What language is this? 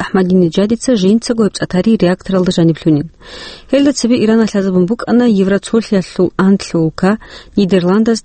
Avaric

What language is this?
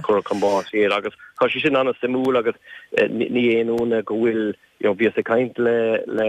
Irish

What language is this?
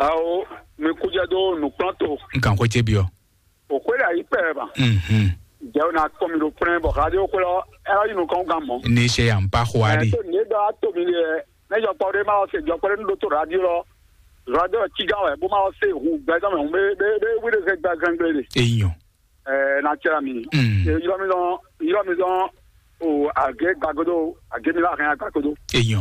Fon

